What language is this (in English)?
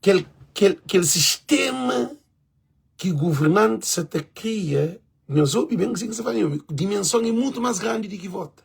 Kabuverdianu